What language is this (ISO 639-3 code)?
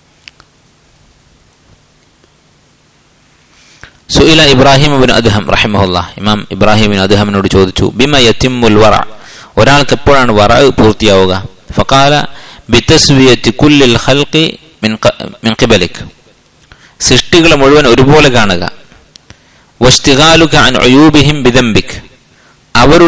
mal